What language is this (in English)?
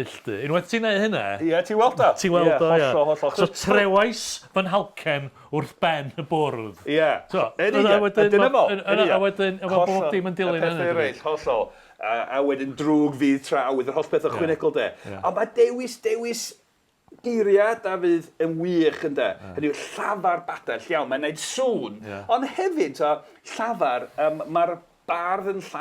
Welsh